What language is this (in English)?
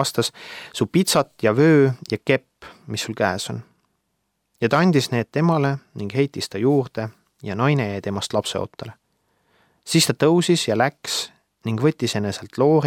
Estonian